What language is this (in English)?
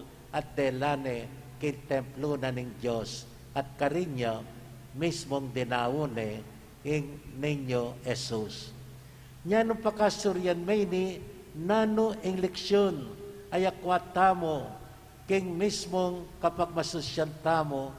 Pampanga